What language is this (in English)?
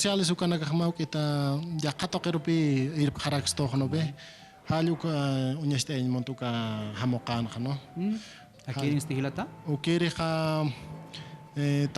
Aymara